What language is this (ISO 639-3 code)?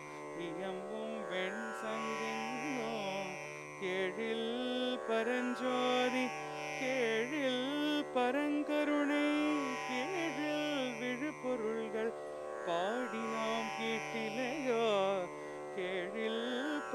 tam